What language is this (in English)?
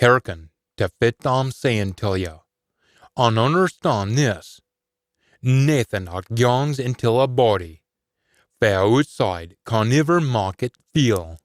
Scots